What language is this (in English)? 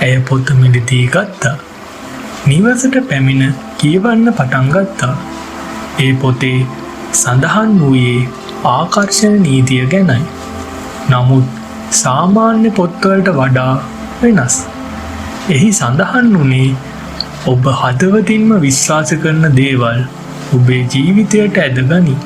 Sinhala